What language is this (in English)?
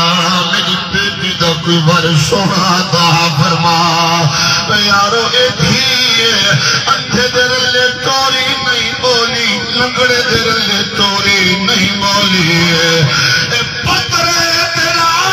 Saraiki